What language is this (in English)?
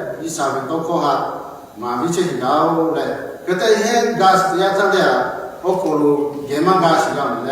Lahu